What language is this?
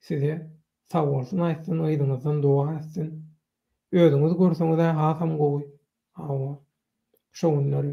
Turkmen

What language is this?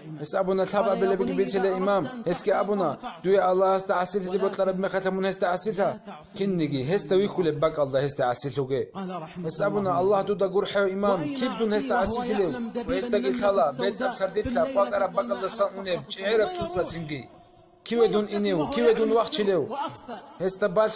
Avaric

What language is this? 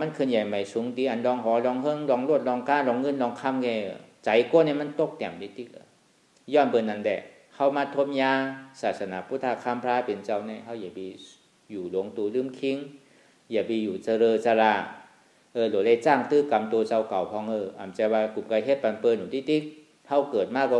Shan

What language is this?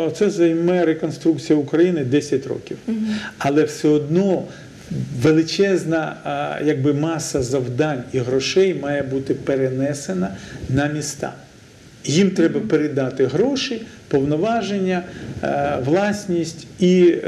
Ukrainian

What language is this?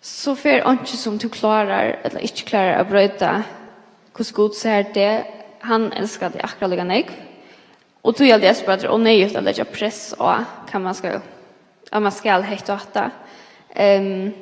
Faroese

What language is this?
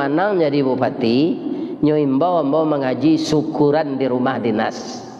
Minangkabau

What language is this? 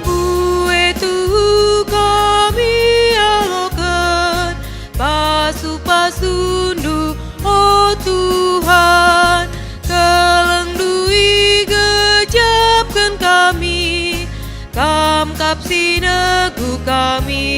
Batak Karo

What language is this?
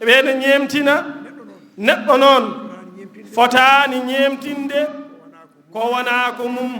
Fula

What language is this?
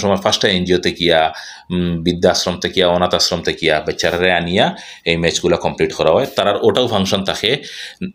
Sylheti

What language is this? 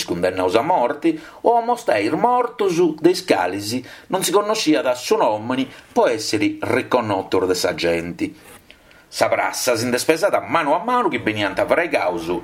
Sardinian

